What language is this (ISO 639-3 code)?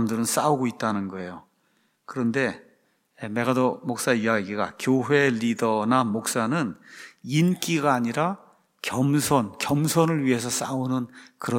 kor